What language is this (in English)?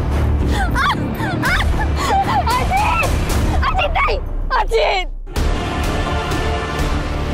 Hindi